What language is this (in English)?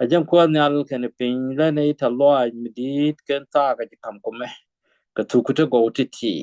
Nuer